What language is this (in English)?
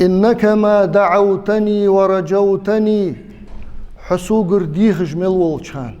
Ingush